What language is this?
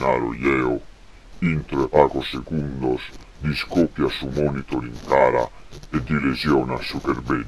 Sardinian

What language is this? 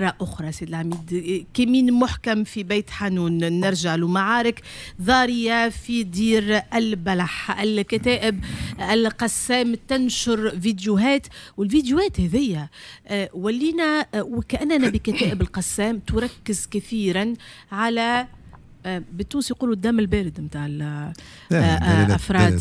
Tunisian Arabic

